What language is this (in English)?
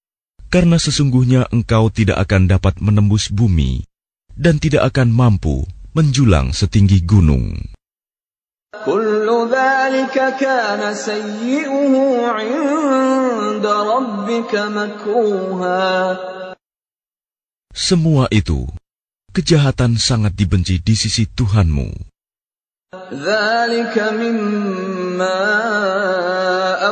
Indonesian